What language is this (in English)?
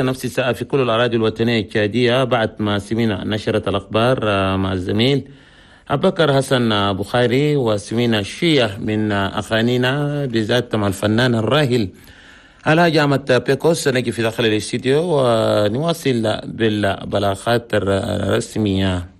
Chadian Arabic